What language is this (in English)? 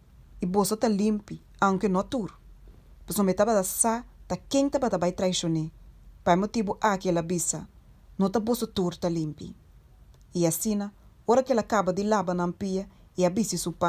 Papiamento